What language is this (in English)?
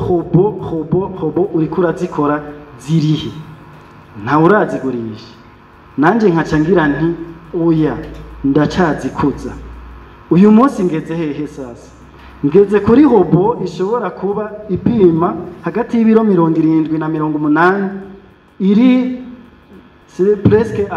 Rundi